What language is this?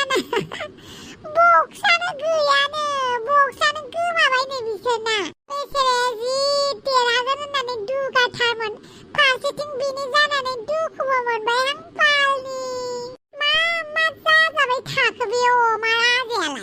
Bodo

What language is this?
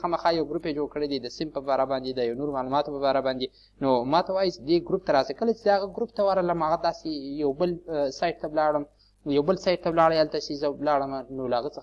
Pashto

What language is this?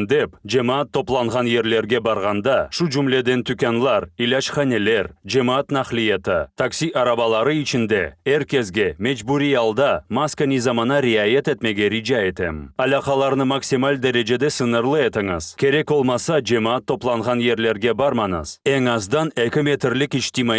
Crimean Tatar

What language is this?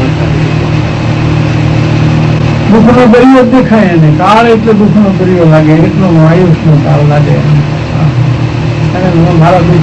Gujarati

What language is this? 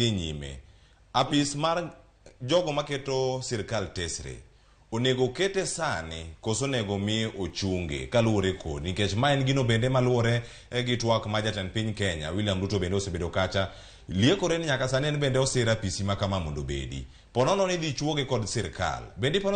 Luo (Kenya and Tanzania)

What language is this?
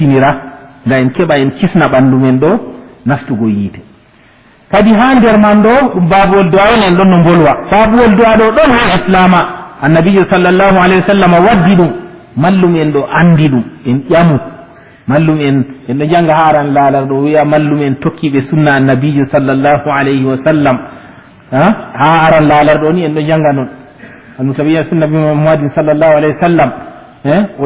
Fula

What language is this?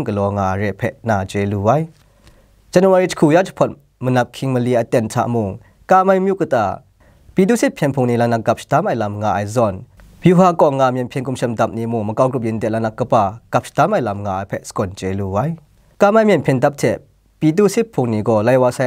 Kachin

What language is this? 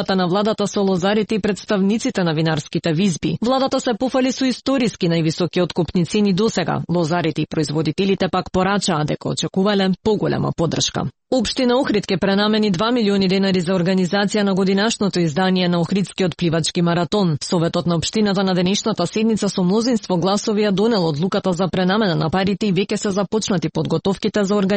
Macedonian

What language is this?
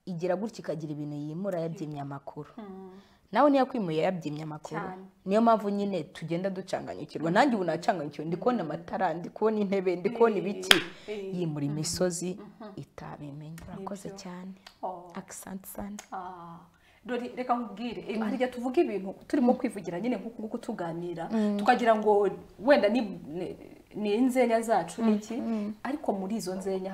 Kinyarwanda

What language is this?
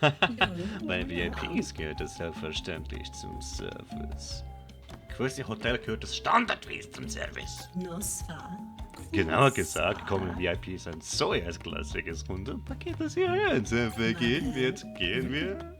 Swiss German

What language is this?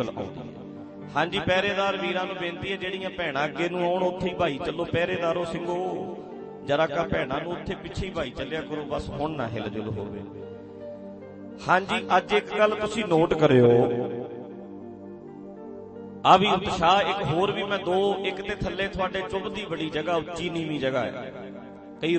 Punjabi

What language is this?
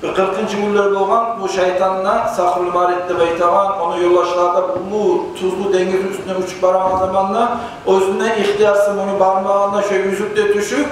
Kumyk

